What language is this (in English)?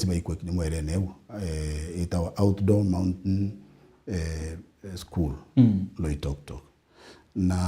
Meru